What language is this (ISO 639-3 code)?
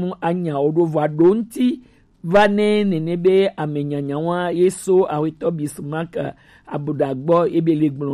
gej